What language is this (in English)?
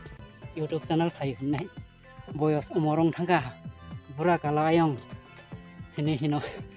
Kok Borok